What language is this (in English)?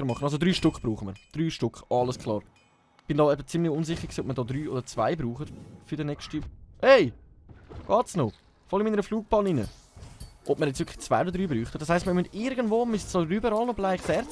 Swiss German